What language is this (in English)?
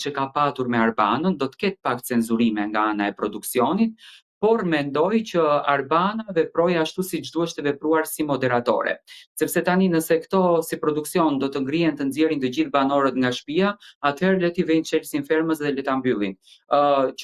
Albanian